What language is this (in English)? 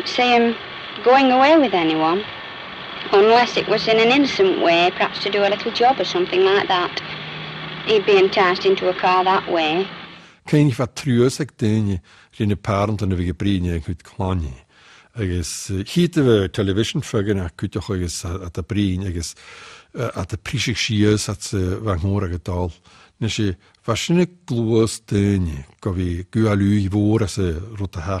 Scottish Gaelic